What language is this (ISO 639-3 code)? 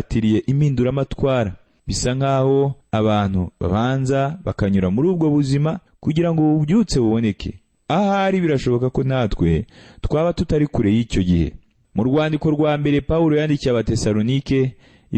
kin